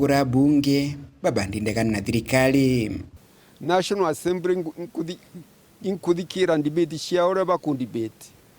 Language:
Meru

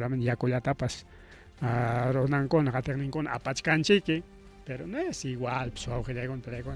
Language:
Ayacucho Quechua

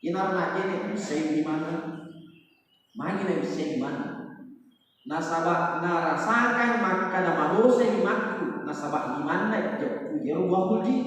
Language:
Buginese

